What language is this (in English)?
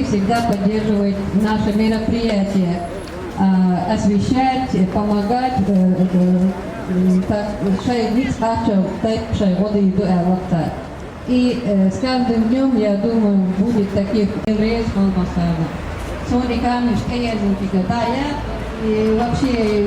Chechen